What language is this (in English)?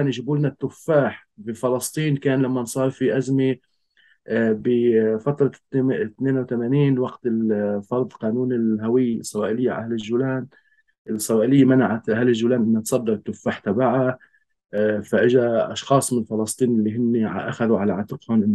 North Levantine Arabic